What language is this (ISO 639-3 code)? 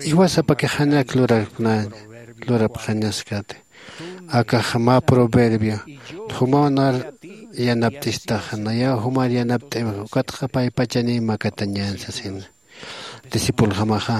aym